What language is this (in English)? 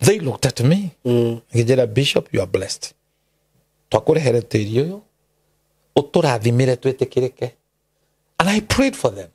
Kikuyu